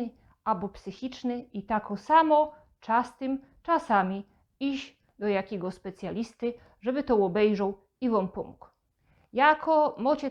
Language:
Silesian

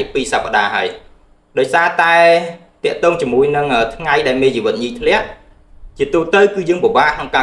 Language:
Khmer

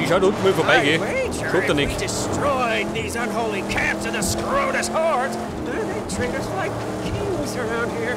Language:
Bavarian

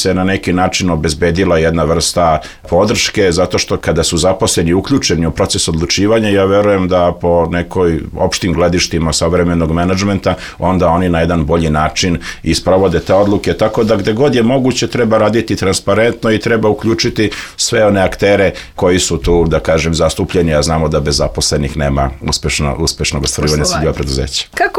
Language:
Serbian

